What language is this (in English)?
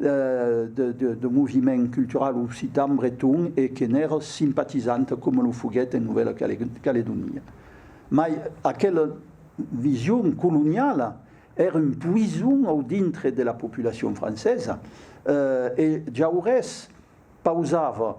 Occitan